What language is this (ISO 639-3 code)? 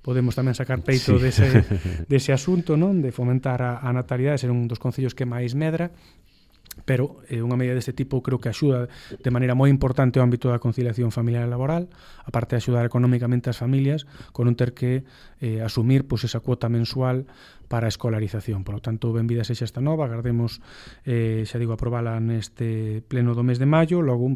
glg